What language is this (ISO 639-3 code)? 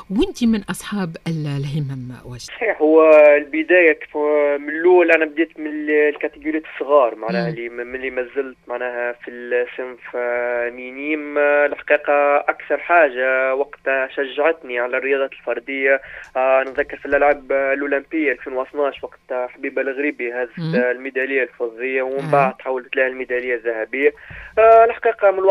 aeb